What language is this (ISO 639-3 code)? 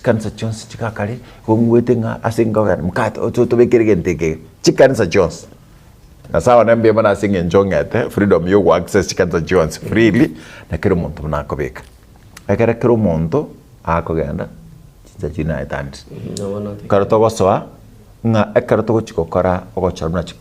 guz